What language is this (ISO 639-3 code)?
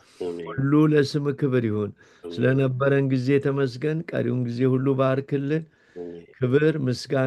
amh